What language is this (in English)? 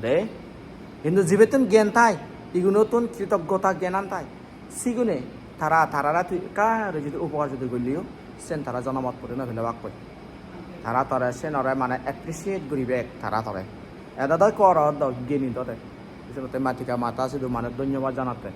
Chakma